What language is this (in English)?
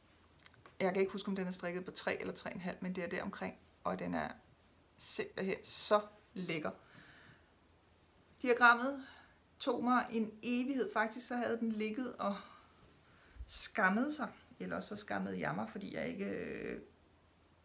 Danish